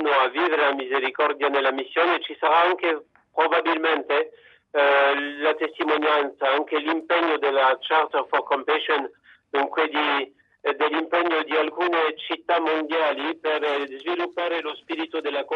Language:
Italian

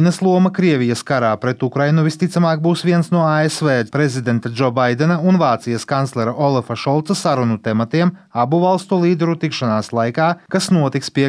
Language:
Latvian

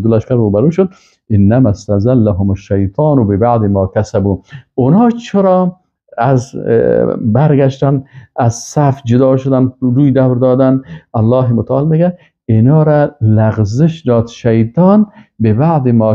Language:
Persian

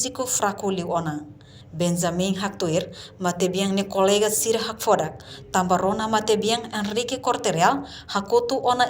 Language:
Tetum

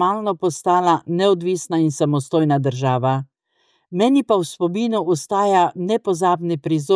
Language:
Slovenian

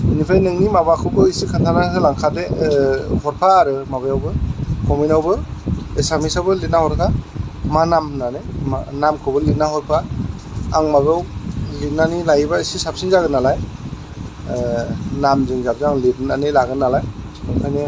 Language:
Bodo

